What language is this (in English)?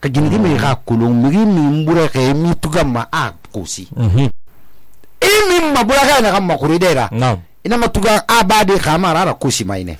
Susu